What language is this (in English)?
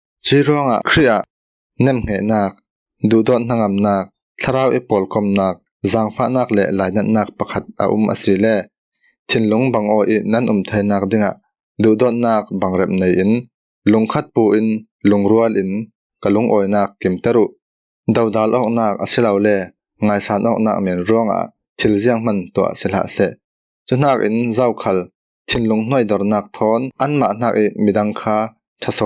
Falam Chin